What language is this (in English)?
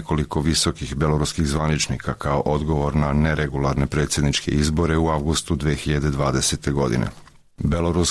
Serbian